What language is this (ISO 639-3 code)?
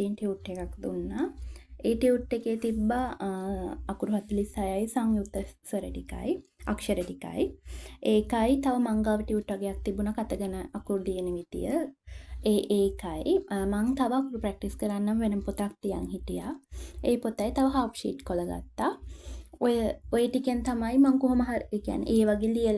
sin